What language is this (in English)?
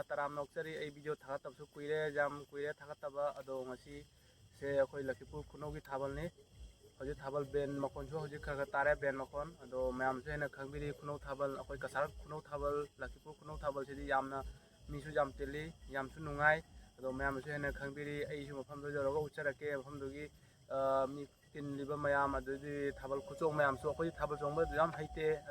Manipuri